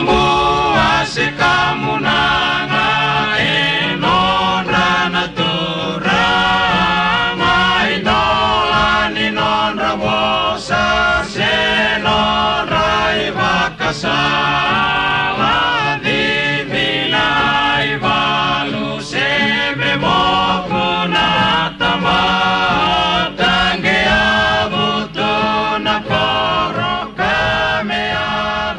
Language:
Fijian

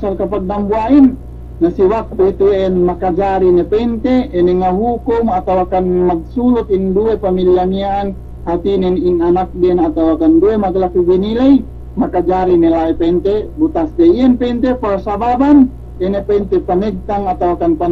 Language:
Yakan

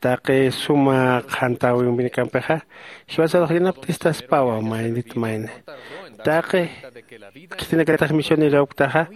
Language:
Aymara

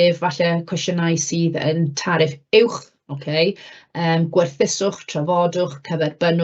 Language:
Welsh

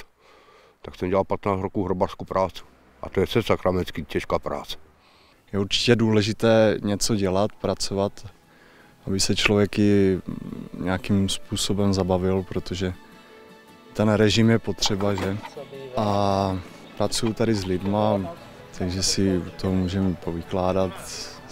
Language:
Czech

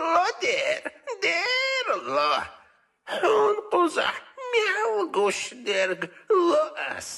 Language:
Chechen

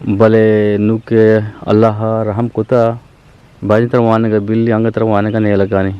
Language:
Eastern Balochi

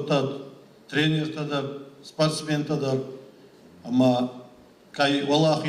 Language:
Ossetic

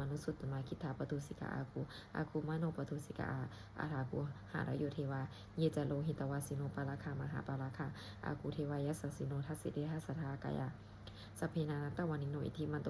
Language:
Pali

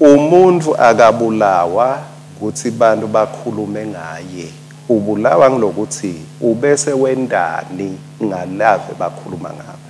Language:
Swati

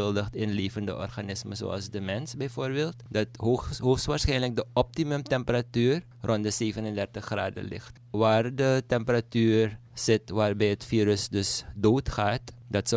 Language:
Dutch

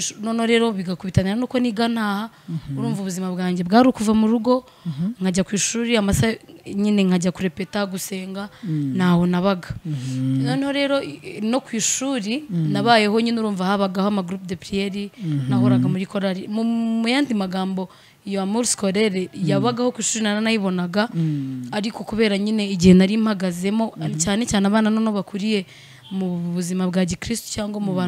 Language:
Kinyarwanda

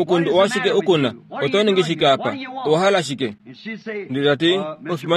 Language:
Kuanyama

